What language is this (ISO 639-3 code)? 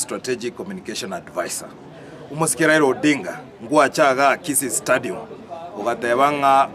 guz